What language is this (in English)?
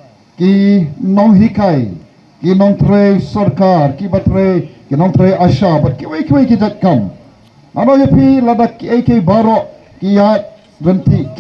Khasi